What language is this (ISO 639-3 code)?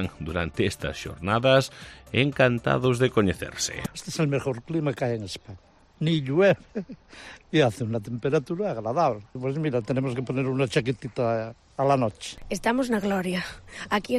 glg